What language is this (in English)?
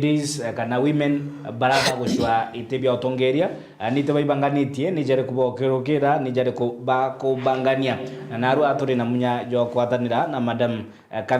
Meru